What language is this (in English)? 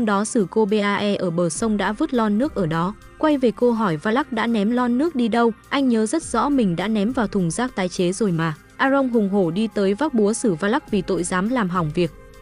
Vietnamese